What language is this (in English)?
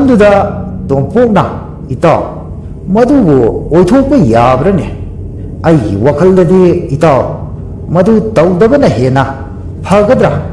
Manipuri